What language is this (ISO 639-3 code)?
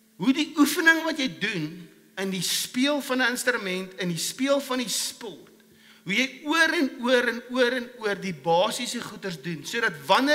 afr